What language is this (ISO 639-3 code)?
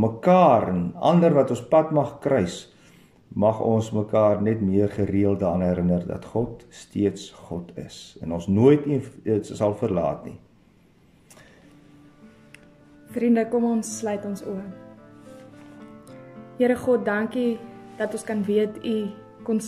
afr